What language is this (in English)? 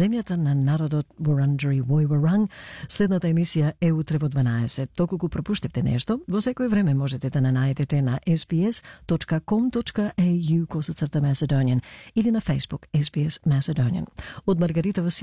Macedonian